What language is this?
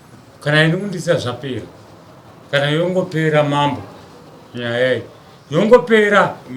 Shona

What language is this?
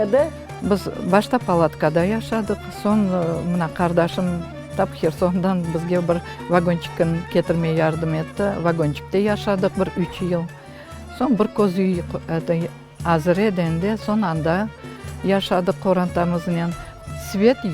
Crimean Tatar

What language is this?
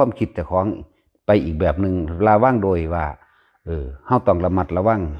Northeastern Thai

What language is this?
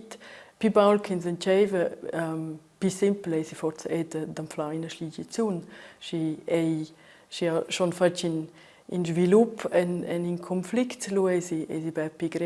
Romansh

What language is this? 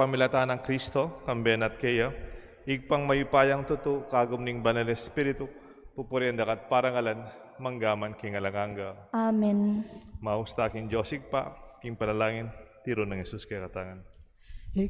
Pampanga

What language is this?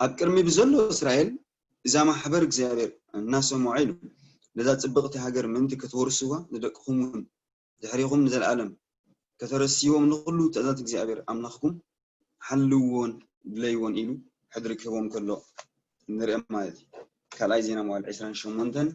Tigrinya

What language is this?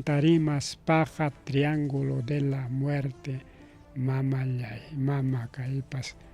Ayacucho Quechua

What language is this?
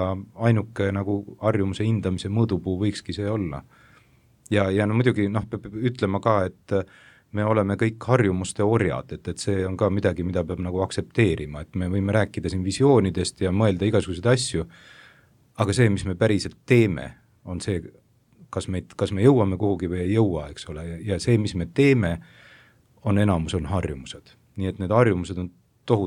Estonian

